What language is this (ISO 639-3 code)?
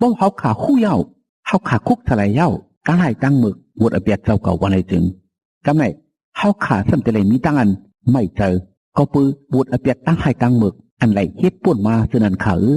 shn